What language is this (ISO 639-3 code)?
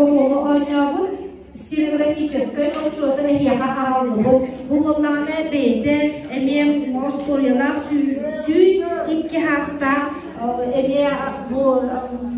sah